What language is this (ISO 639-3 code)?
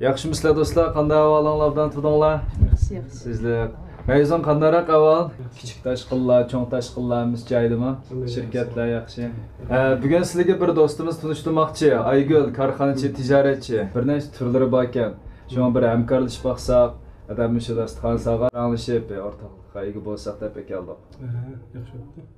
uig